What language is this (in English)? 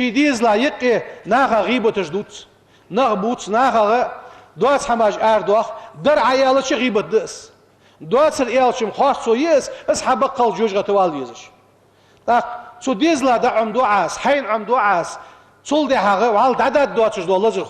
Ingush